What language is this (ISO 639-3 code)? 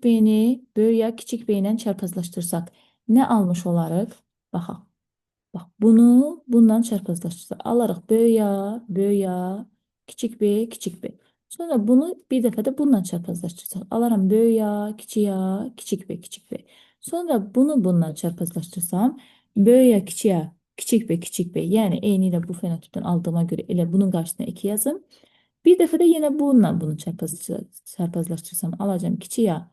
aze